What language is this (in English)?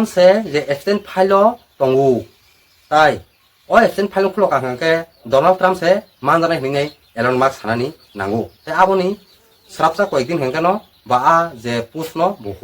Kok Borok